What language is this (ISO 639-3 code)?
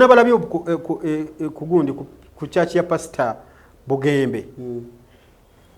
lug